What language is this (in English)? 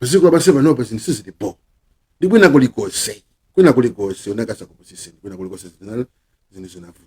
Nyanja